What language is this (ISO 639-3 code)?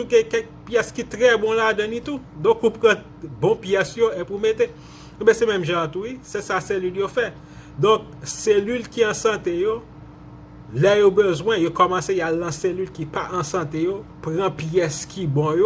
hat